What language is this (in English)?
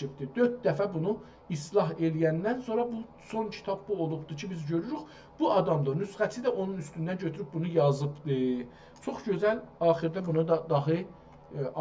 South Azerbaijani